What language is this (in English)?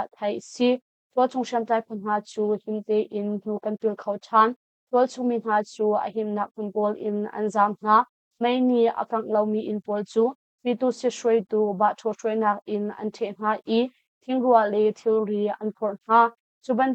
Hakha Chin